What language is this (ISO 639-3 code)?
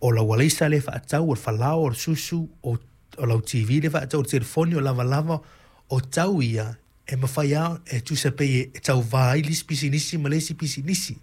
smo